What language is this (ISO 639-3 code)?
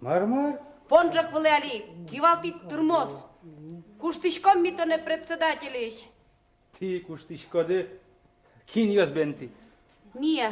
udm